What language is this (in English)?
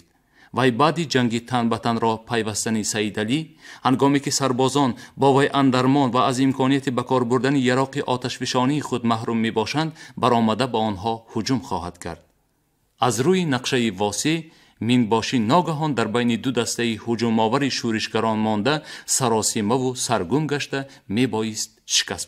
Tajik